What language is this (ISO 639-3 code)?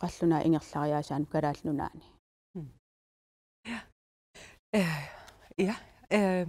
kal